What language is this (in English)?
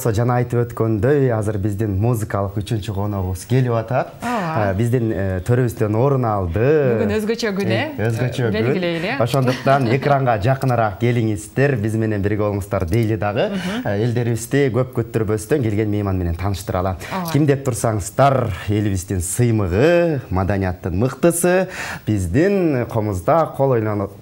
Kyrgyz